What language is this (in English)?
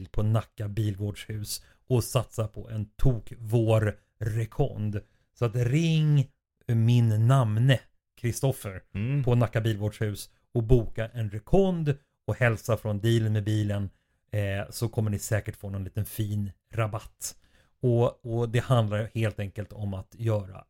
Swedish